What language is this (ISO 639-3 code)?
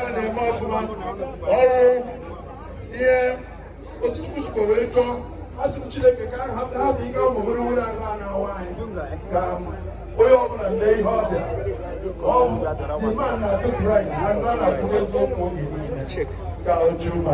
ibo